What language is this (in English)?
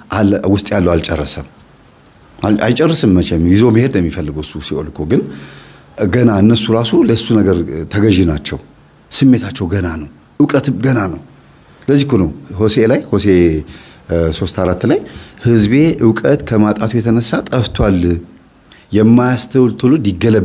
Amharic